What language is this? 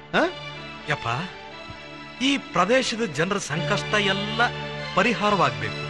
Kannada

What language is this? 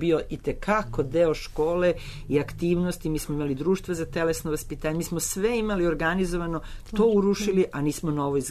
Serbian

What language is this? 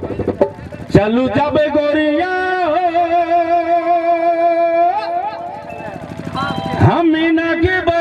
Bhojpuri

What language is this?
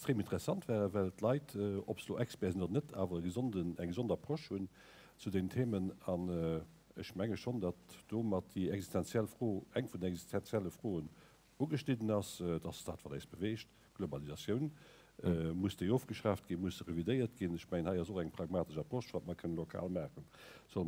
Luxembourgish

